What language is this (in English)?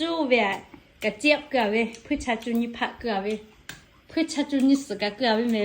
Lahu